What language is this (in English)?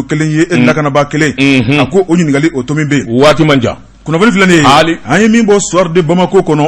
Bambara